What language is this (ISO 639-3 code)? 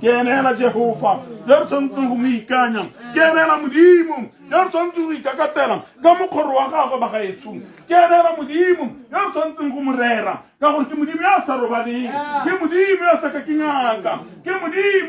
tsn